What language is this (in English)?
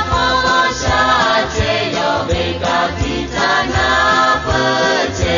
Lahu